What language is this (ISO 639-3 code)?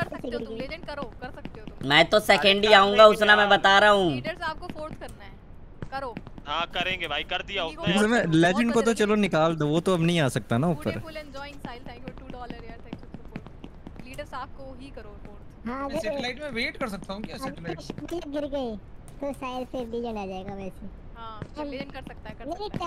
hin